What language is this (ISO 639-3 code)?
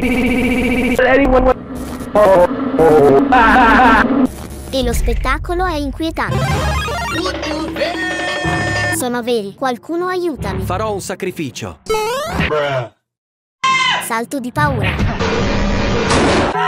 ita